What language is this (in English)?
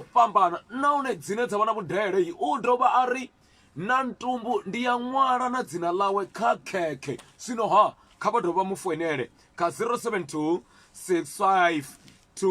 Venda